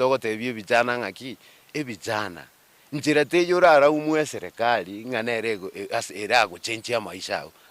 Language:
Gusii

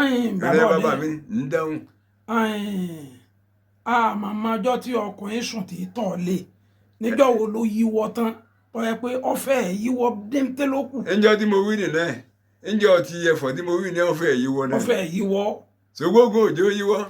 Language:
Yoruba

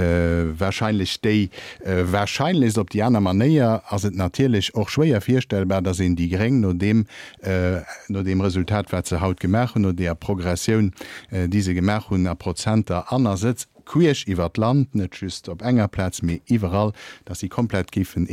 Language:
Luxembourgish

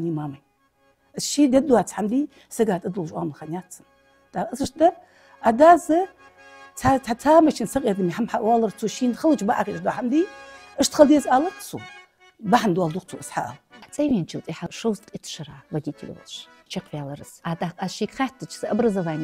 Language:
Ingush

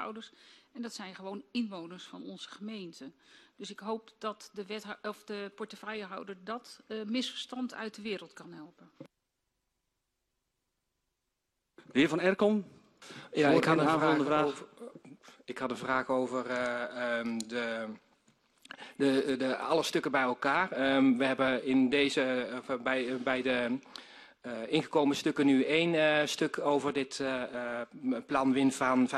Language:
Dutch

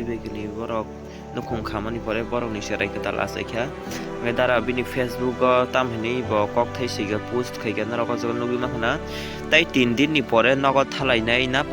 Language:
Kok Borok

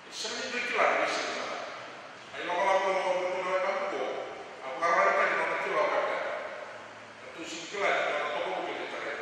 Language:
Fijian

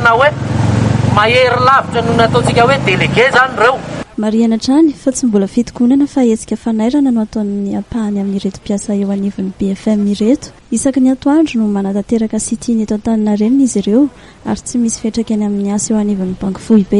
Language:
Malagasy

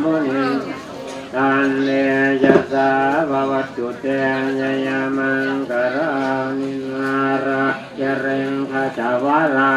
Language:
Pali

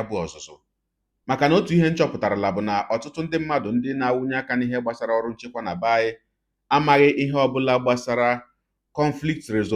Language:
Igbo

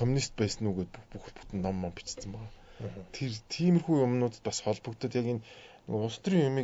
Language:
Mongolian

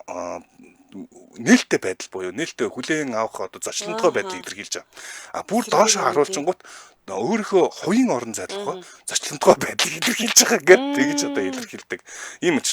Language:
Mongolian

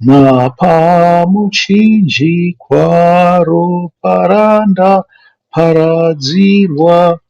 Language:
Shona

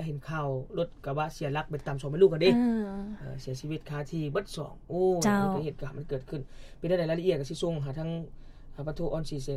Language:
Lao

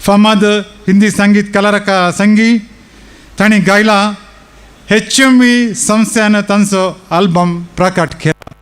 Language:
Konkani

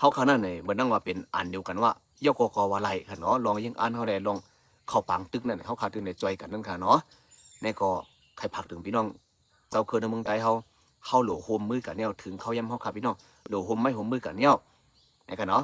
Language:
Shan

